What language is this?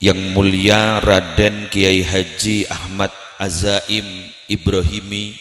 Madurese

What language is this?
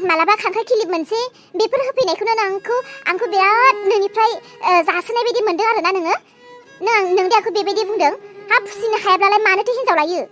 Bodo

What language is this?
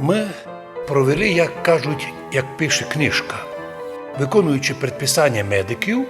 Rusyn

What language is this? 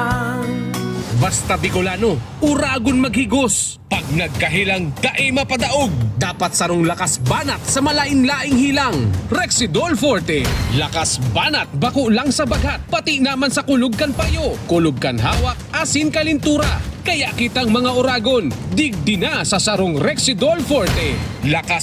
Bikol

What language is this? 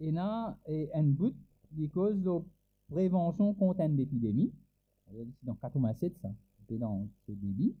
Morisyen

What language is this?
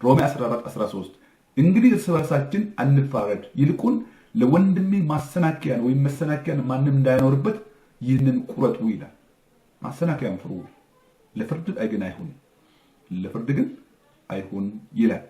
Amharic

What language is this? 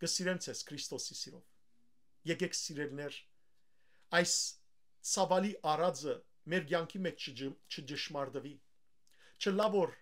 Western Armenian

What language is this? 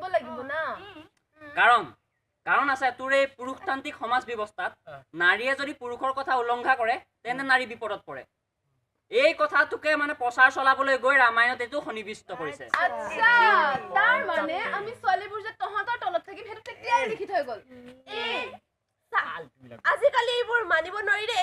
Assamese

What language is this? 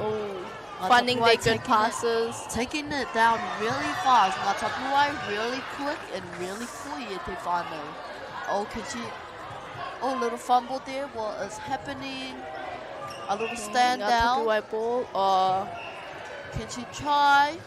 Māori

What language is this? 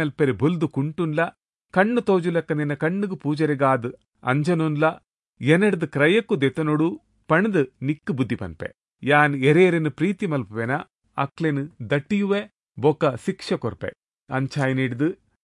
Tulu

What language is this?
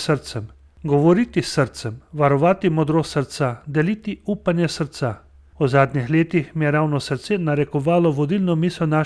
Slovenian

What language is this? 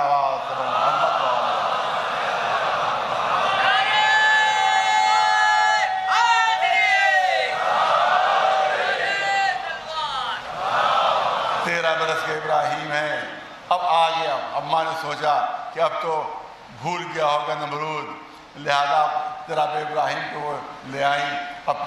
Urdu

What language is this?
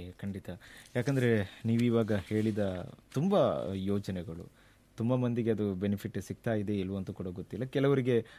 Kannada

